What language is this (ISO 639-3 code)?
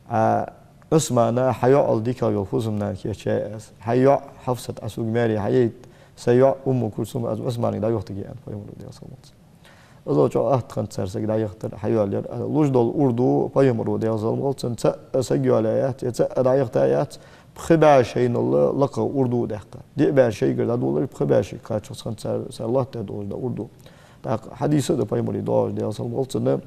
inh